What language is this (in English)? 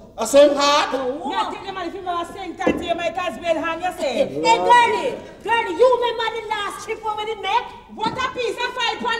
Jamaican Creole English